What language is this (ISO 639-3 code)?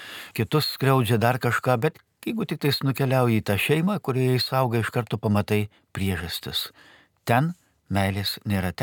lit